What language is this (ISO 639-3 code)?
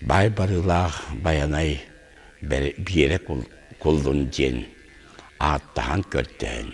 sah